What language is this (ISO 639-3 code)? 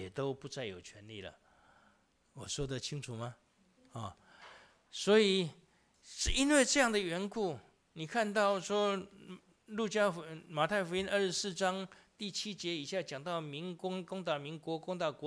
zho